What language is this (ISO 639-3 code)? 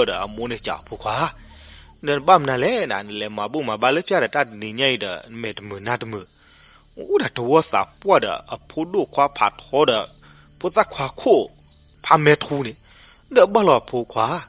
ksw